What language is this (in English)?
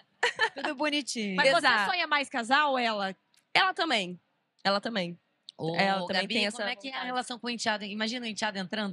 Portuguese